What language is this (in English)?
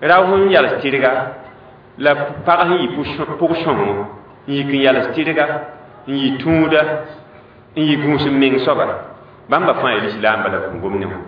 Mossi